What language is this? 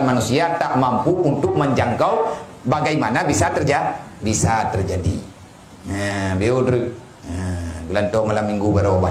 Achinese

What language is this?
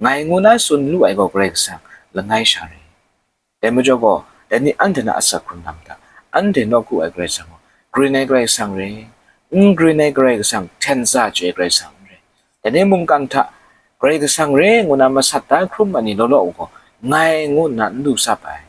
Kachin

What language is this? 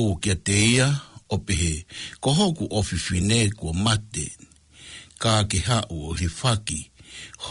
Tongan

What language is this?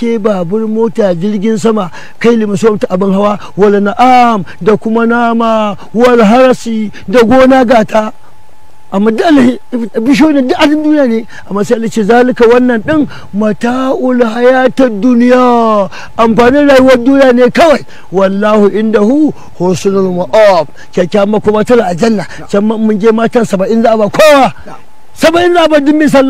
Hausa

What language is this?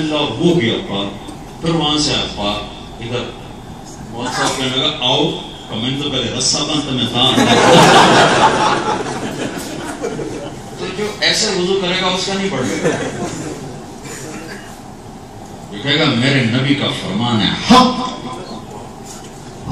Urdu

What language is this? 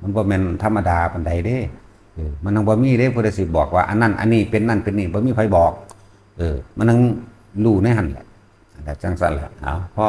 Northeastern Thai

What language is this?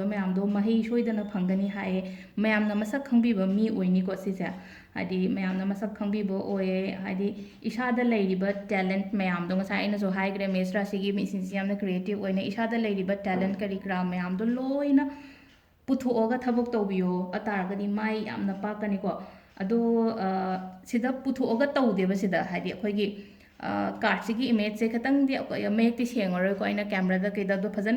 Manipuri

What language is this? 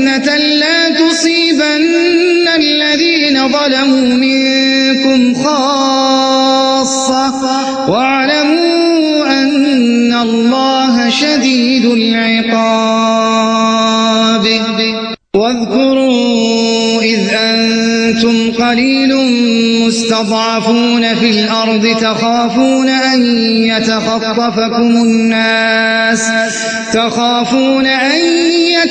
Arabic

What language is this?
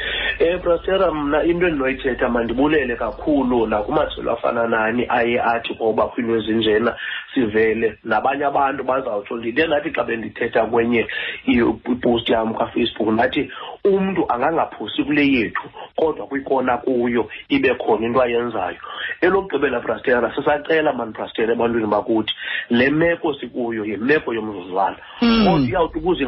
Xhosa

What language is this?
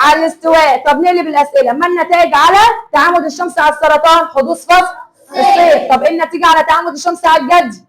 Egyptian Arabic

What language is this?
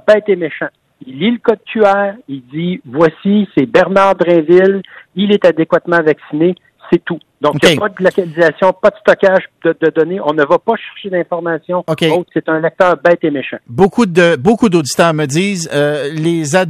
French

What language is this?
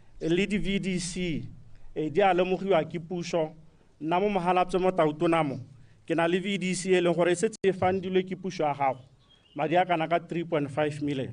Tswana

